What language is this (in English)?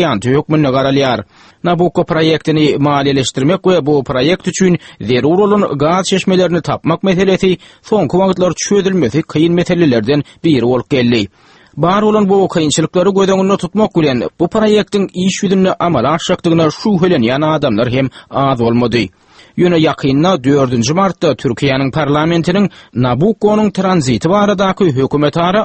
Turkmen